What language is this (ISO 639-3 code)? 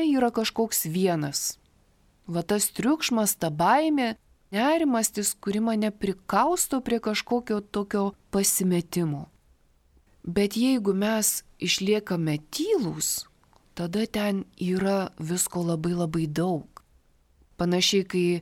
lit